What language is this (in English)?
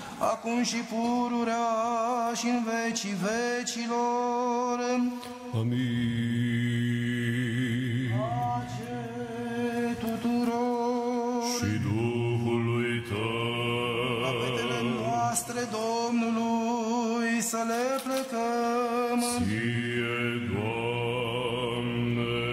Romanian